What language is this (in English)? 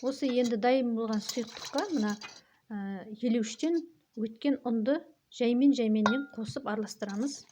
Kazakh